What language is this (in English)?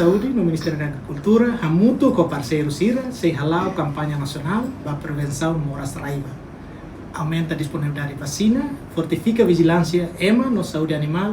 Tetum